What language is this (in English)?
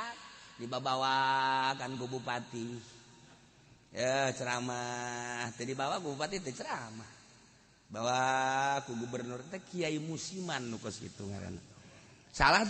Sundanese